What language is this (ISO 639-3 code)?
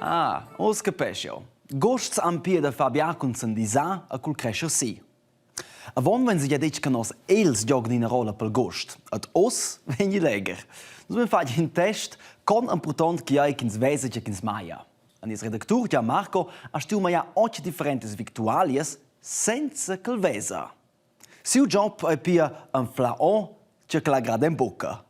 roh